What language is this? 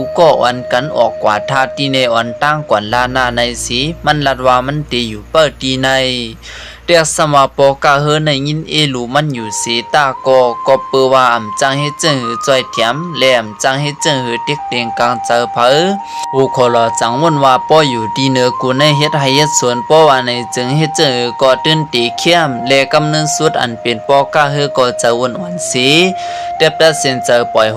Shan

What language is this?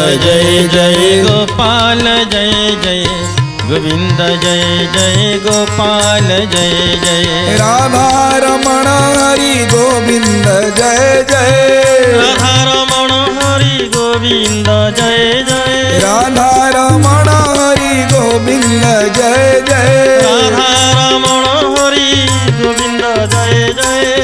Odia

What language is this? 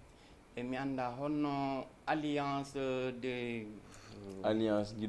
Fula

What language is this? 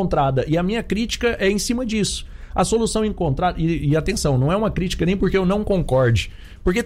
Portuguese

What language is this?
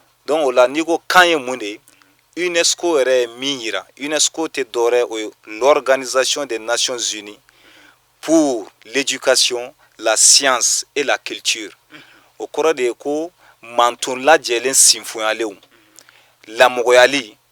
Bambara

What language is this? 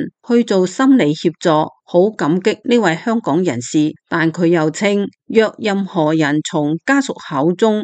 Cantonese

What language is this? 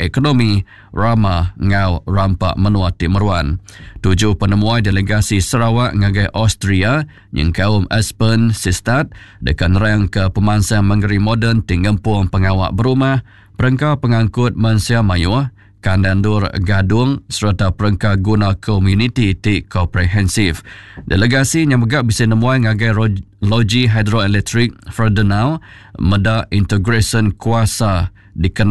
Iban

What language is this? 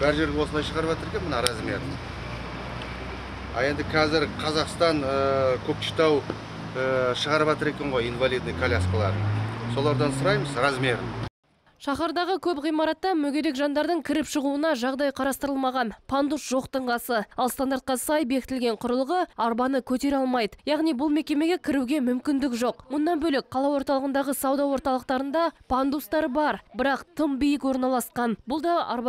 Kazakh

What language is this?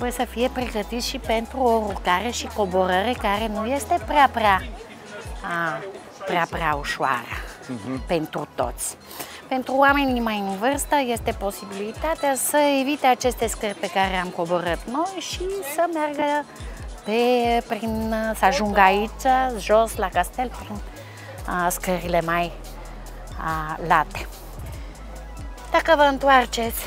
Romanian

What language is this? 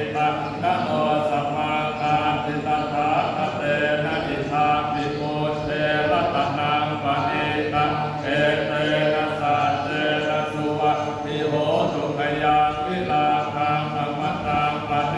Pali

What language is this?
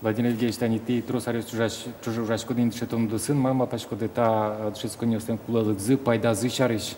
Udmurt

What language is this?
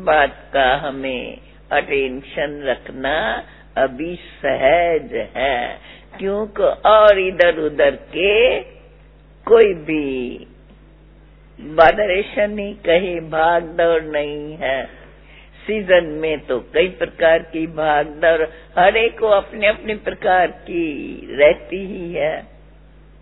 Hindi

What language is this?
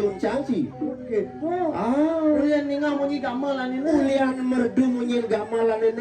Balinese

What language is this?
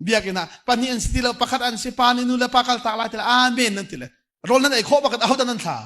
Hakha Chin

